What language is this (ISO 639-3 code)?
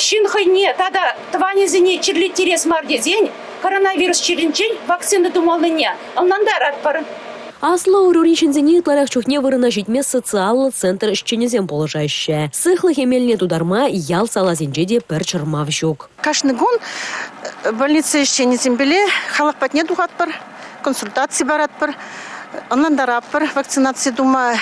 chv